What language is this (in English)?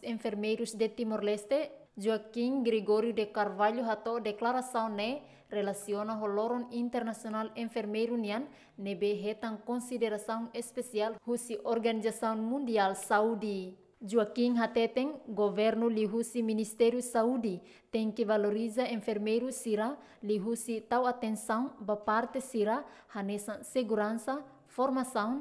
Tetum